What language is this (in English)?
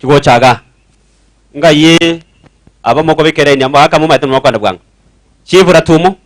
Gusii